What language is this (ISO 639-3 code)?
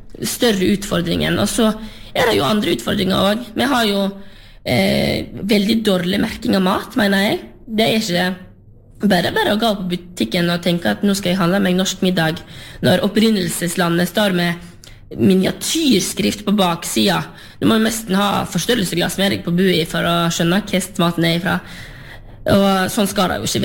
nor